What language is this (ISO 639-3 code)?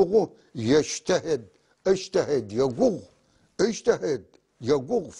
apc